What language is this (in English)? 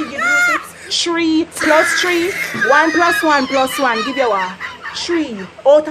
Jamaican Creole English